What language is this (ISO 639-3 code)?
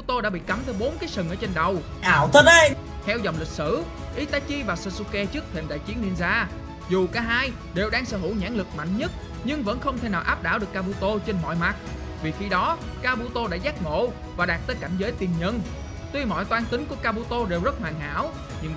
vie